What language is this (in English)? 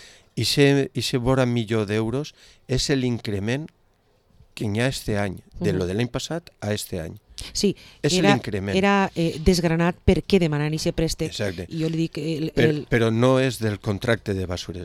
Catalan